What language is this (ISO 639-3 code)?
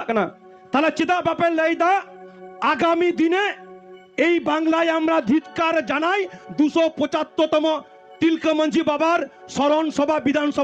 sat